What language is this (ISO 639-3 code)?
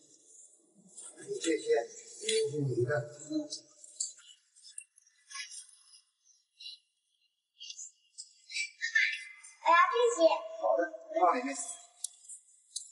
zho